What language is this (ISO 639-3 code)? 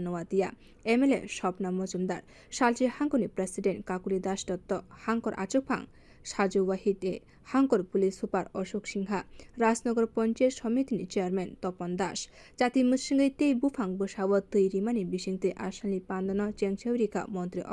trp